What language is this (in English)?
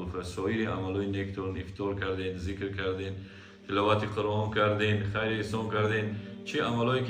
Tajik